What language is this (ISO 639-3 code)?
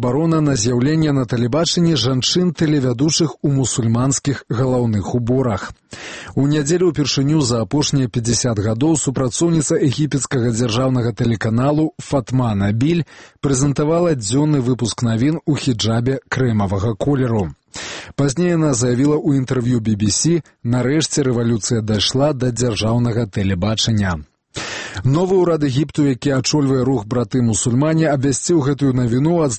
bel